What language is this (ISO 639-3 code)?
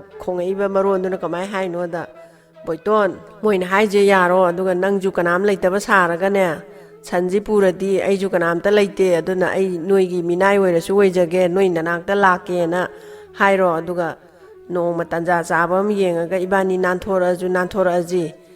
mni